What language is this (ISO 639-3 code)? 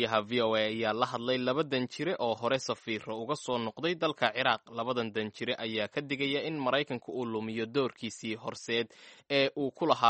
som